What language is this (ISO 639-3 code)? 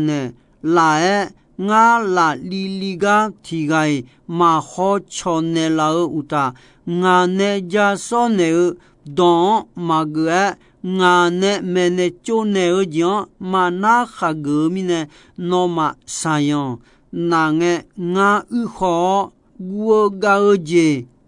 ahk